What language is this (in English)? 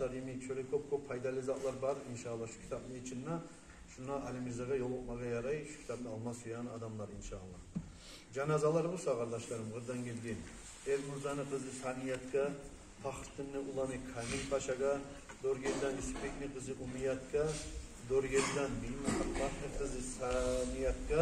Kumyk